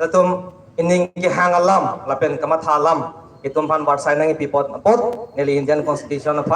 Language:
Karbi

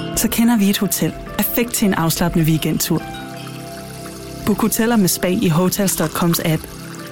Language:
Danish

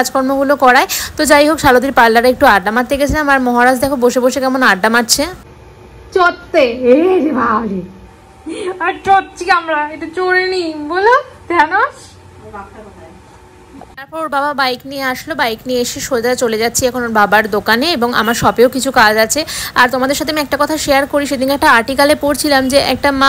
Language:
Bangla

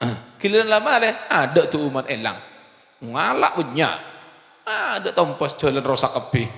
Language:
Madurese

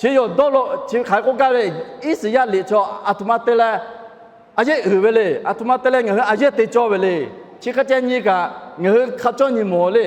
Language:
Lahu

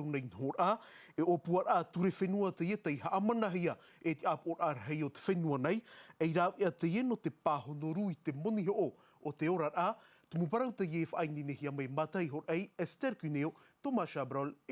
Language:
Tahitian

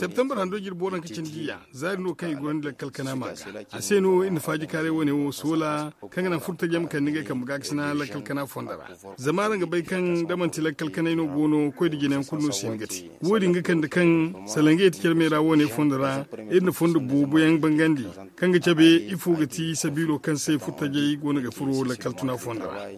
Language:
Zarma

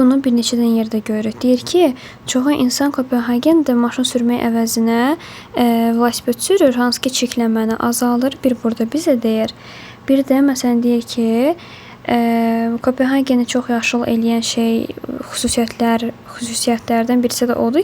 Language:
Azerbaijani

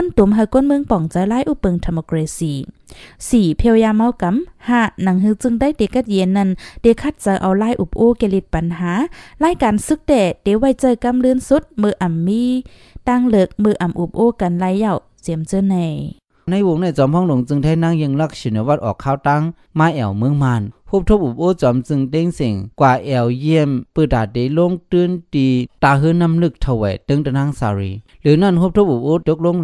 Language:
Shan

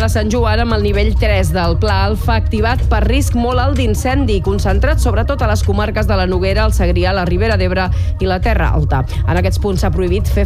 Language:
Catalan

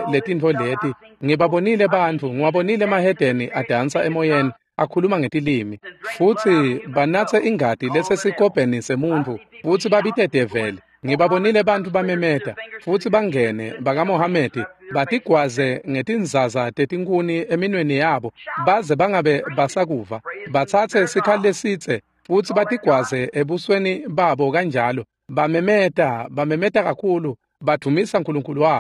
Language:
Swati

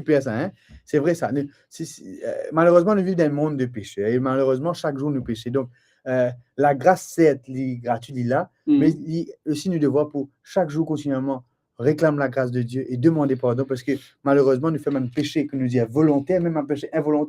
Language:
Morisyen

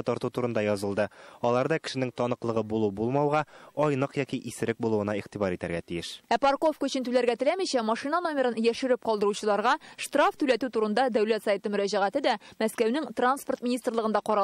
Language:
Tatar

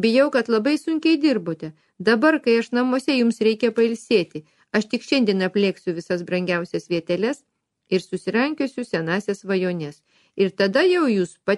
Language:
Lithuanian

